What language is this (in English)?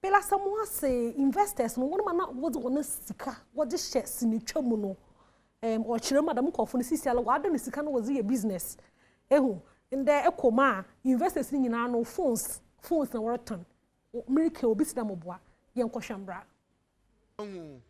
Akan